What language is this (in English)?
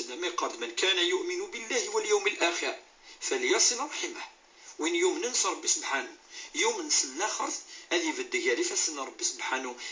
Kabyle